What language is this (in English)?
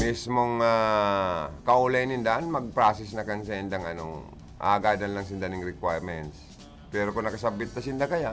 Bikol